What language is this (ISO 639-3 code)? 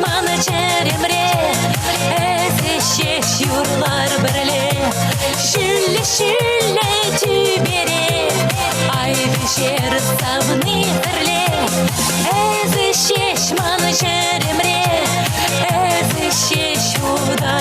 chv